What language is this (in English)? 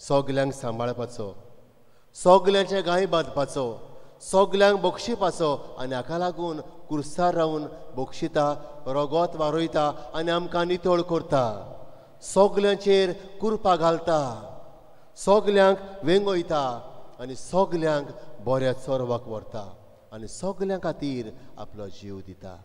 Konkani